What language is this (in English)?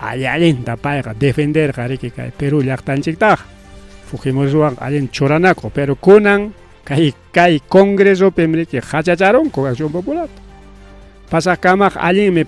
Ayacucho Quechua